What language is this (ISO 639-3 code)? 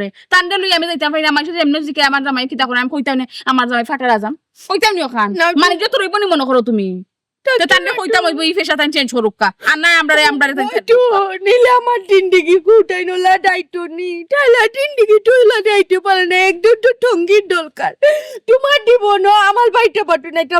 syl